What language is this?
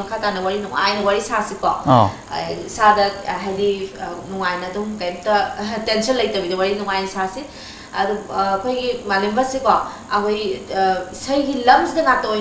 Manipuri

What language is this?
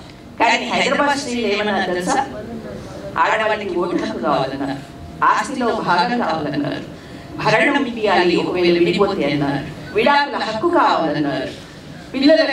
Telugu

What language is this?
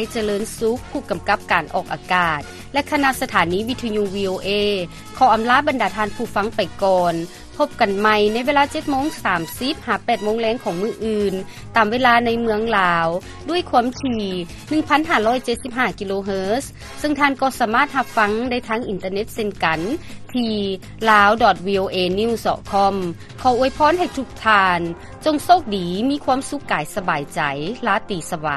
Lao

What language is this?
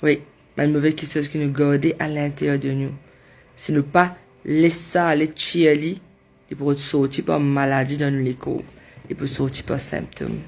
Morisyen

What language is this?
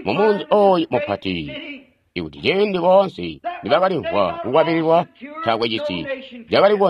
Tonga (Zambia)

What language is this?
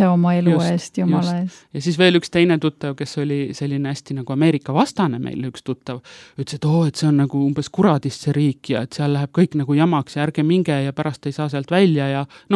Estonian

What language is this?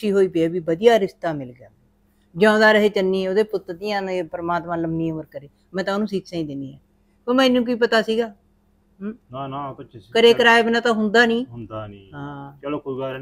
Punjabi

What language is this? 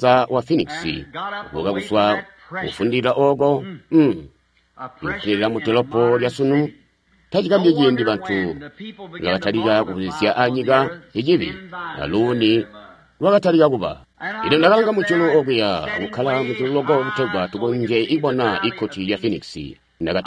Tonga (Zambia)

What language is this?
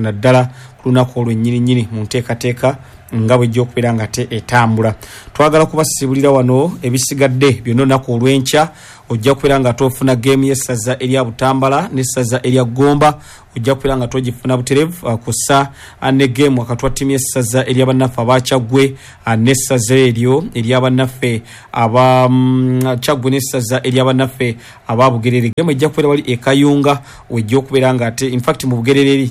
Ganda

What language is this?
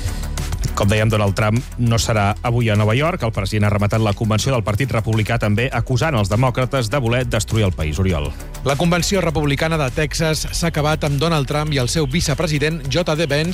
Catalan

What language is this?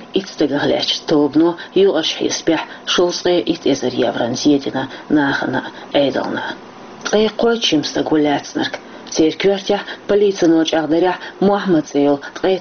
Chechen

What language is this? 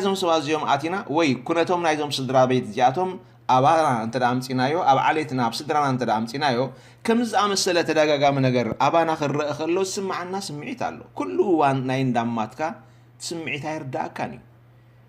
Tigrinya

